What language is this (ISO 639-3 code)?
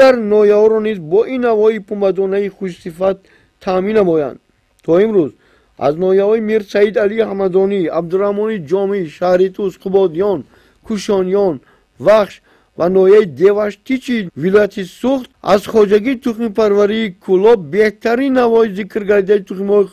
tgk